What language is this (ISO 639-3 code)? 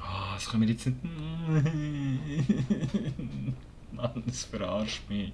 gsw